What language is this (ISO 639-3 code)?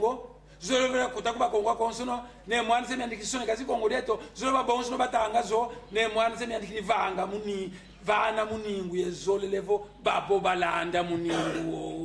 kon